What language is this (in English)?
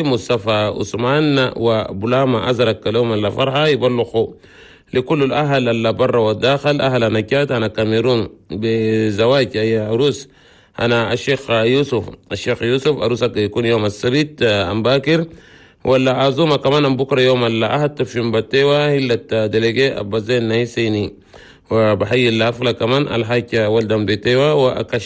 Chadian Arabic